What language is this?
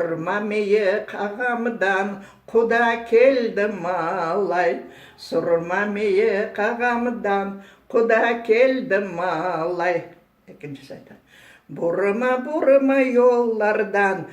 Crimean Tatar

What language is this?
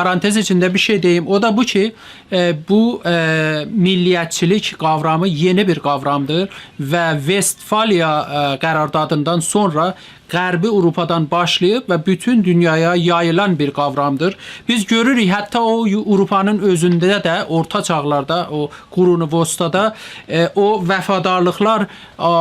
South Azerbaijani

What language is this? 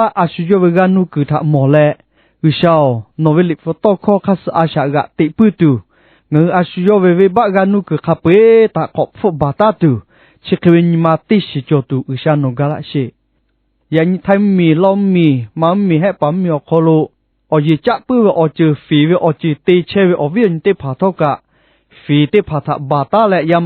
Lahu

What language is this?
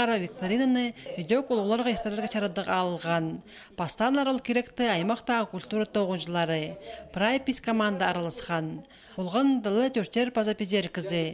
Khakas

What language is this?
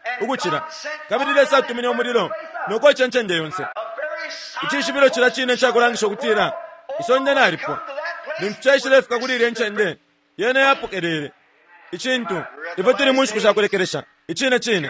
Bemba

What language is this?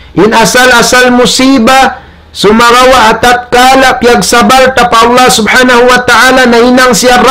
Tausug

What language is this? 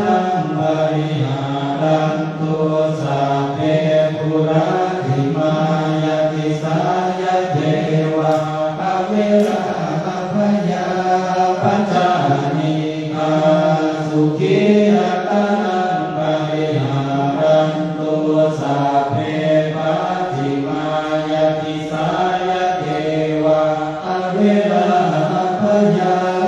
Pali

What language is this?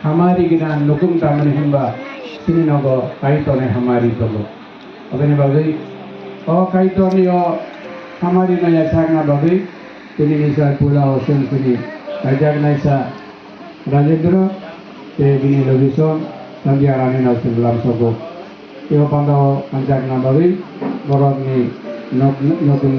Kok Borok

